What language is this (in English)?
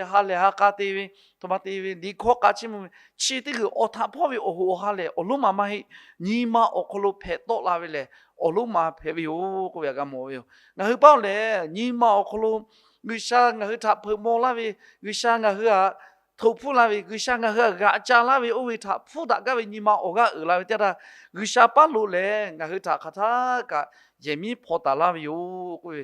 Lahu